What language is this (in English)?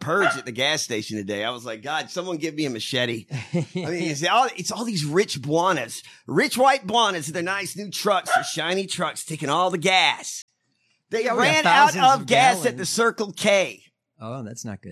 English